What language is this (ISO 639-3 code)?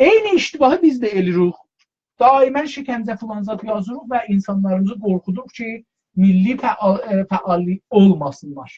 azb